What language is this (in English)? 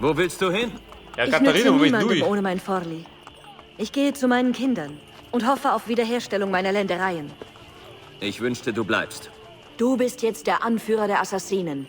Bavarian